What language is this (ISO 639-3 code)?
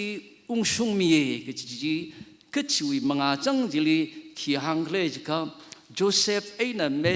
nmf